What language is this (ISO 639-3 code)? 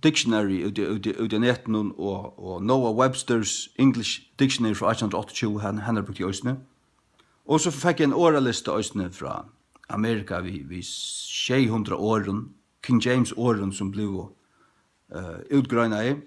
fao